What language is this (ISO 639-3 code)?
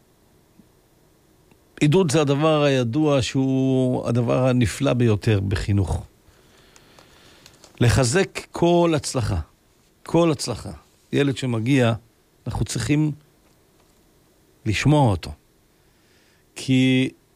heb